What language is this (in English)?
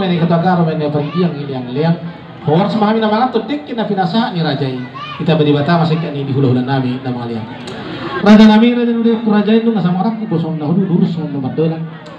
Batak Toba